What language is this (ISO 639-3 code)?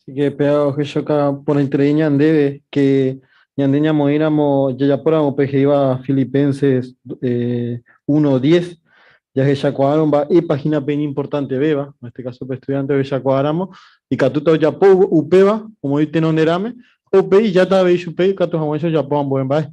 grn